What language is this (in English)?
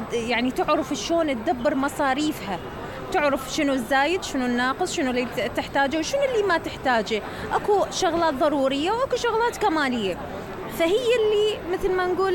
Mesopotamian Arabic